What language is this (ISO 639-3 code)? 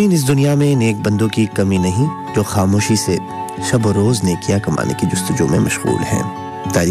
urd